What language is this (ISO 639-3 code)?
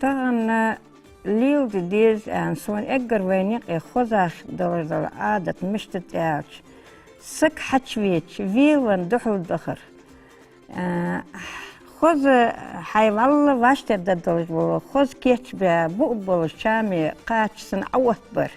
inh